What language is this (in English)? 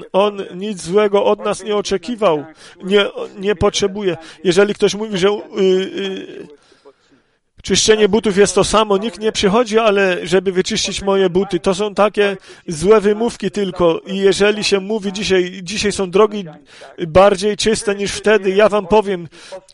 Polish